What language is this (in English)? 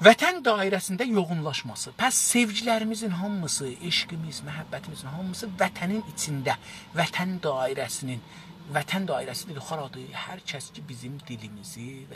South Azerbaijani